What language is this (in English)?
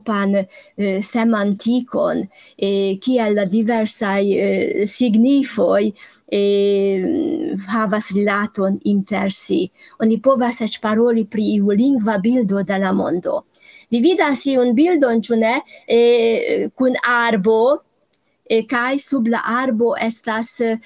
Esperanto